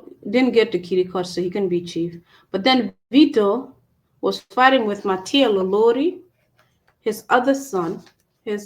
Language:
Acoli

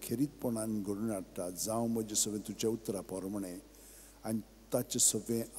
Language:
Konkani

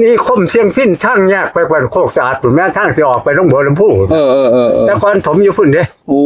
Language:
Northeastern Thai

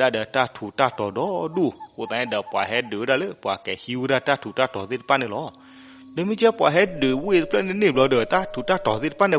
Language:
S'gaw Karen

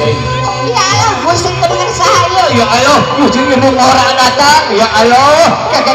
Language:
Sundanese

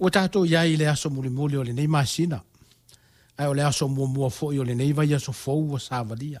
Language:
Samoan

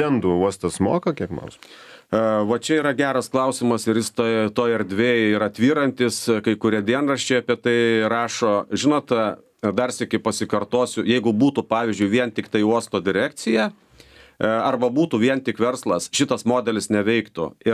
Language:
Lithuanian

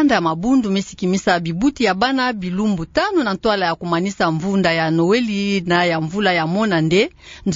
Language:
Kituba (Democratic Republic of Congo)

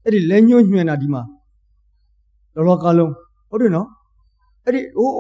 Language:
Burmese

